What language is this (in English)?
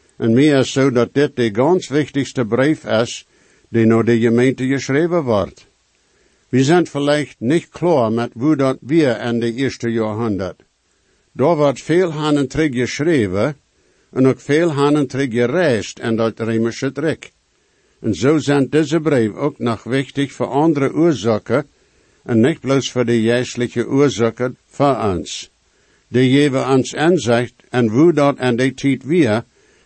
Plautdietsch